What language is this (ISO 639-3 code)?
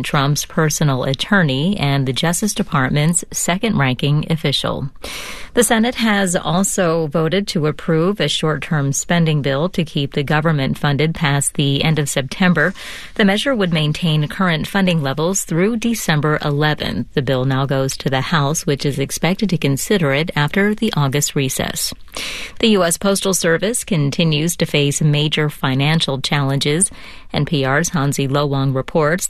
eng